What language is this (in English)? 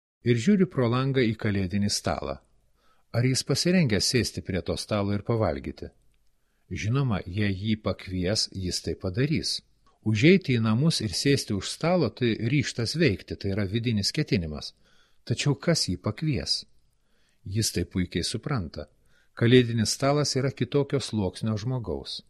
Lithuanian